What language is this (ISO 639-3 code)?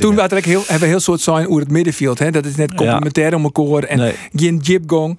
fry